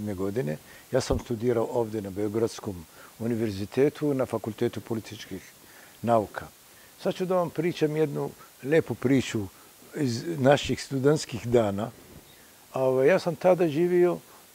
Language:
Serbian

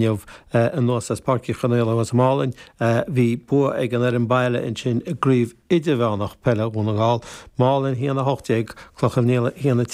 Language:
Irish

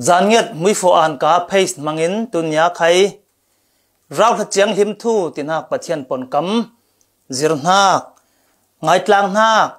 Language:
Falam Chin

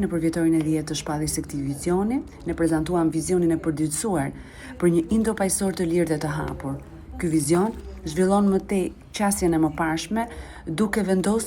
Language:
Albanian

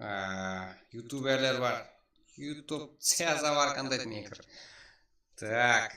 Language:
Kara-Kalpak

